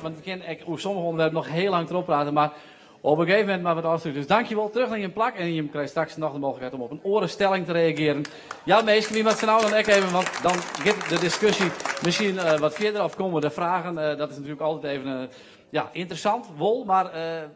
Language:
Western Frisian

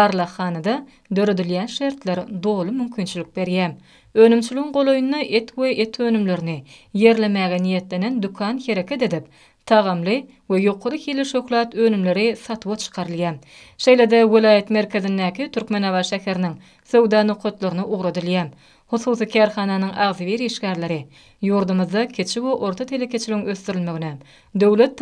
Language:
Turkmen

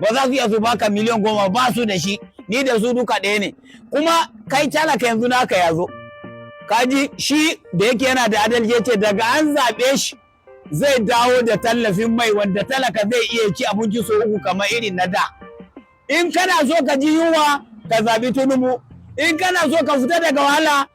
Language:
Hausa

